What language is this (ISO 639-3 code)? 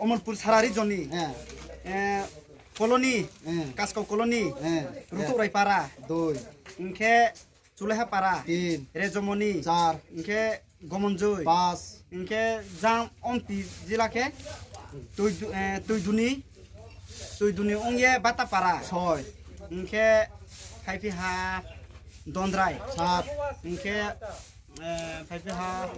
ria